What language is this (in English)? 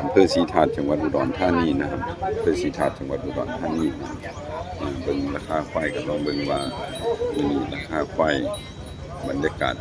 Northeastern Thai